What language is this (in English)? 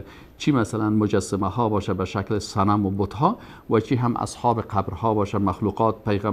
Persian